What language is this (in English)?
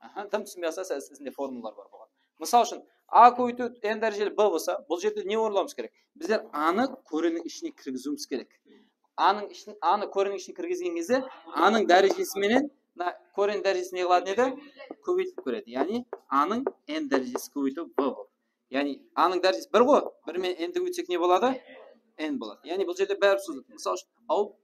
Kara-Kalpak